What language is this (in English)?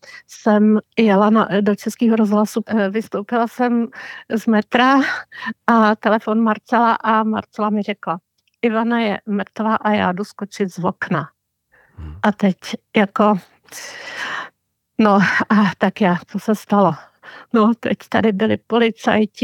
Czech